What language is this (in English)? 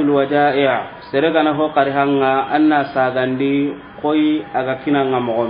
Soninke